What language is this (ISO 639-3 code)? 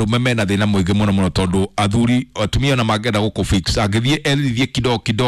kik